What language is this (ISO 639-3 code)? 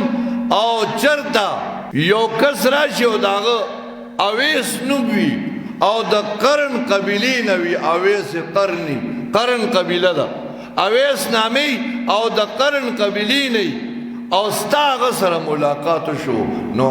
pus